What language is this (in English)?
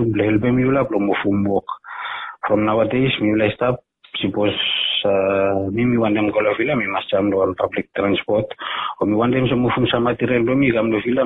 Bislama